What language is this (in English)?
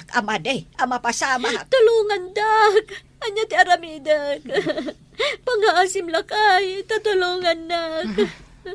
Iloko